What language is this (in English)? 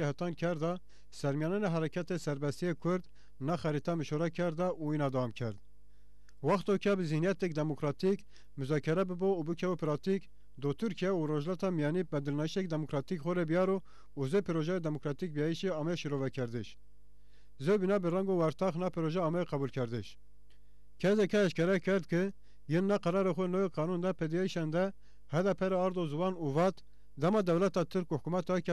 Zaza